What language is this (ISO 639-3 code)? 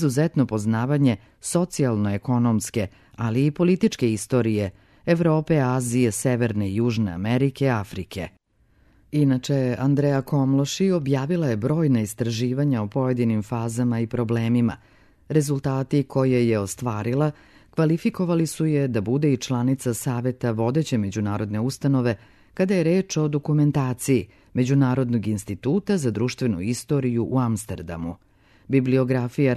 srp